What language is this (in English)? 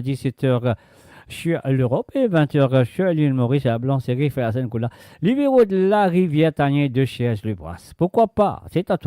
Morisyen